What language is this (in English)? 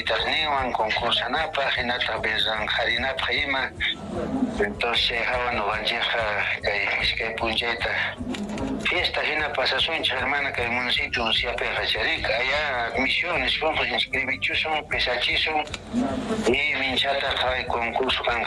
Quechua